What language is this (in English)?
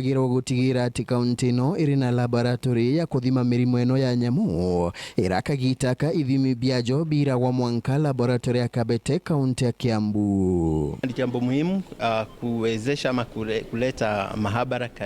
Meru